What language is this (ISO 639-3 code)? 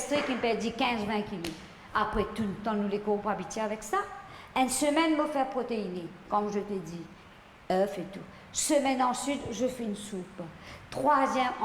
mfe